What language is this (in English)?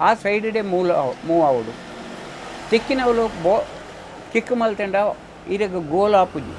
Tulu